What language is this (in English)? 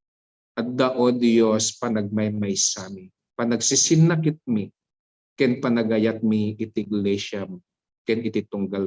Iloko